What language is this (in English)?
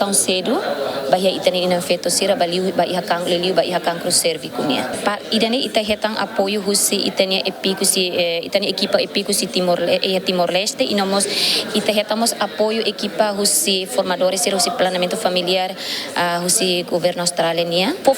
Tetum